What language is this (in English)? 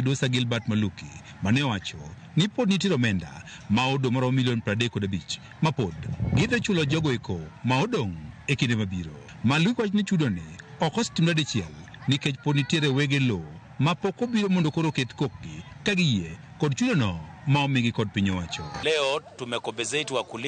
Luo (Kenya and Tanzania)